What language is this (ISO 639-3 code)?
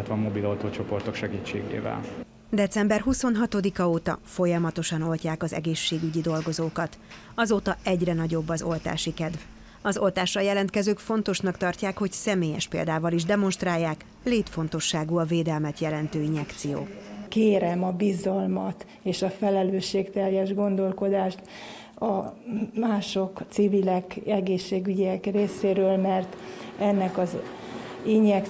hun